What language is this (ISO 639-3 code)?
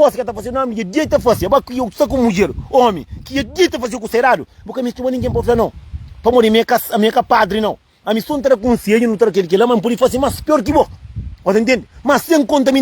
kea